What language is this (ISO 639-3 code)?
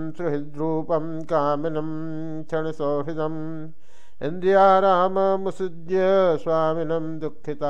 san